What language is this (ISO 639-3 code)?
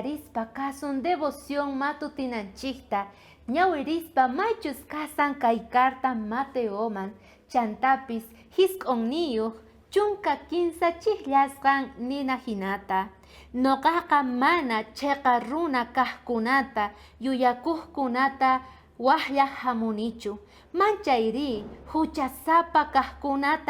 quh